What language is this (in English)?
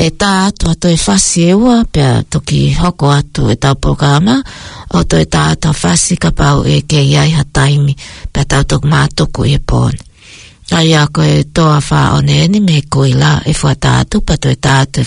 Tongan